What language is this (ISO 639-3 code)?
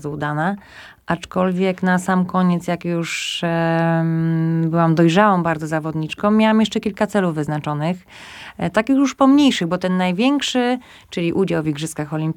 pol